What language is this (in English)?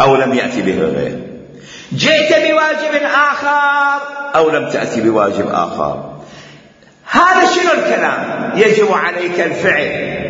Mesopotamian Arabic